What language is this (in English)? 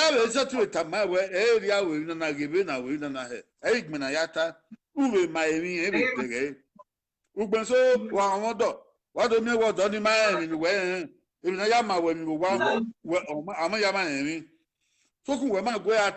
Bini